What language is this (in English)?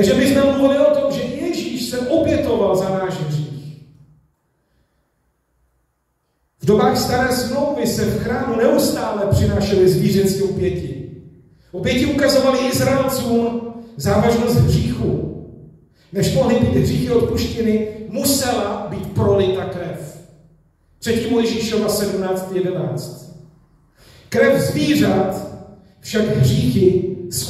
Czech